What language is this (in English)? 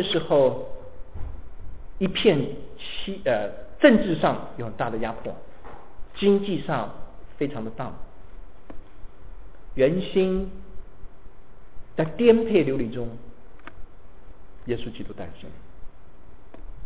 Chinese